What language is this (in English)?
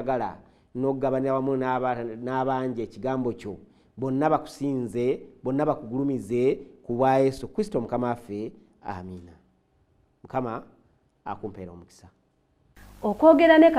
Ganda